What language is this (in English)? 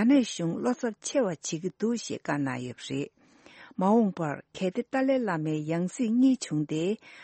Tibetan